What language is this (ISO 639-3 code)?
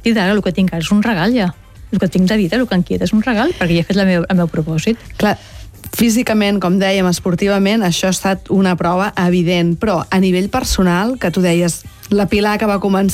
cat